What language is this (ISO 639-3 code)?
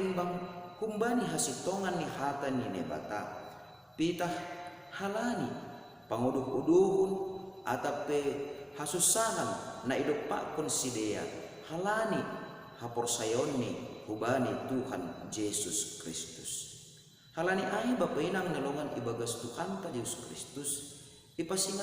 bts